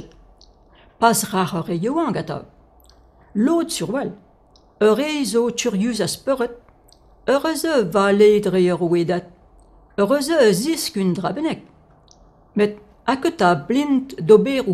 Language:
Breton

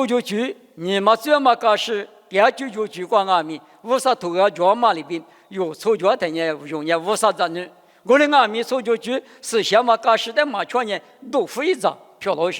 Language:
Lisu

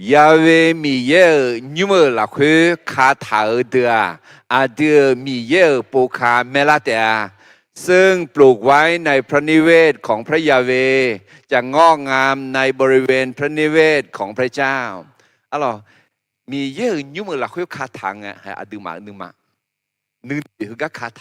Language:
Akha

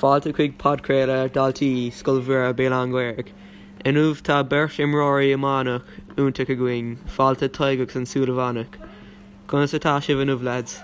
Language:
Irish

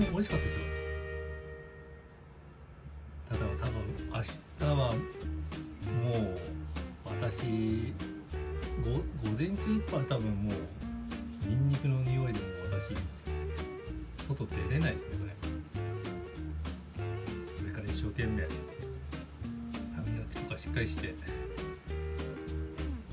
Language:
Japanese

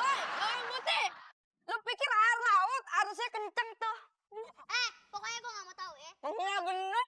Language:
Betawi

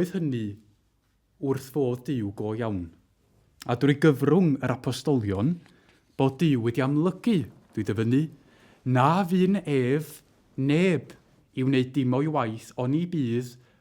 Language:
Welsh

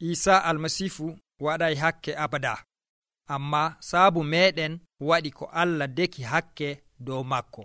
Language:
Nigerian Fulfulde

